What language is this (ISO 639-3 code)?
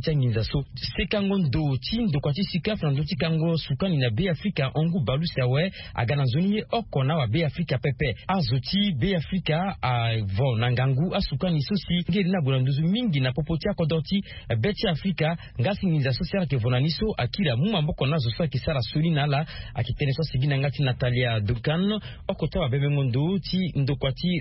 sag